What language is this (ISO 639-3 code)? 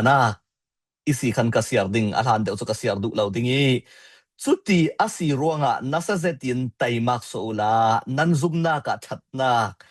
cfm